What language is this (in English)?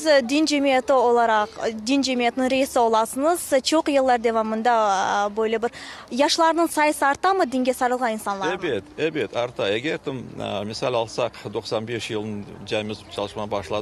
Crimean Tatar